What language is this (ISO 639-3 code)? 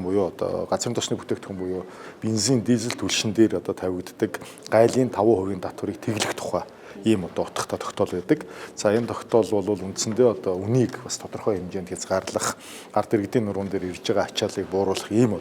mon